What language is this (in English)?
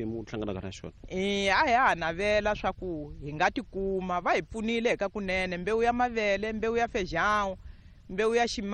Tsonga